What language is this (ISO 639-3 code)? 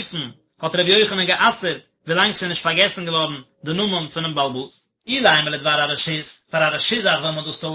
yid